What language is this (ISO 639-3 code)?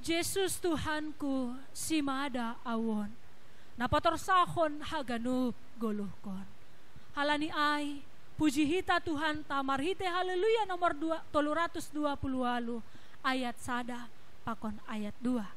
bts